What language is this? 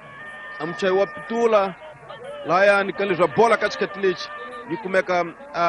Swahili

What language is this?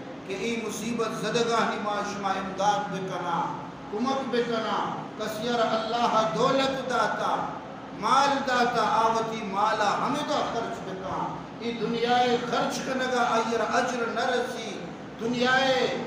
Baluchi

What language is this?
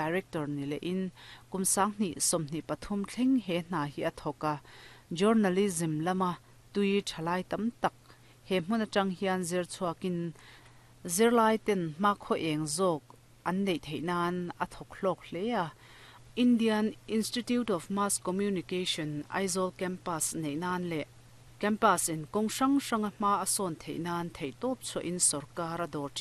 Mizo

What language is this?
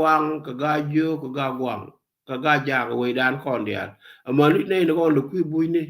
Nuer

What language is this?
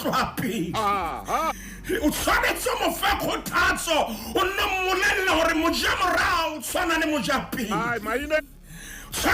Southern Sotho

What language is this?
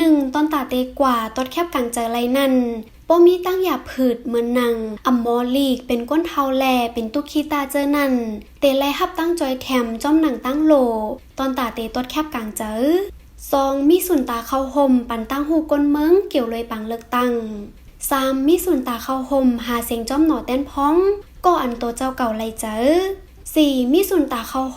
Shan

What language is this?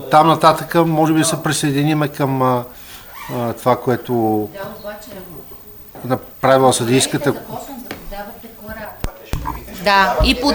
Bulgarian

